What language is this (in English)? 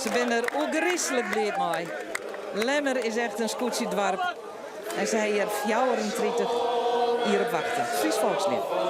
Western Frisian